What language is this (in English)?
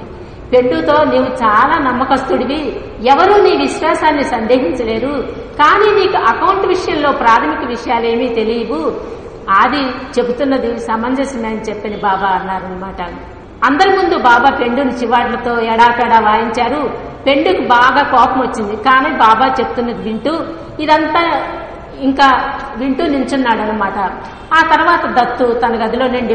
Telugu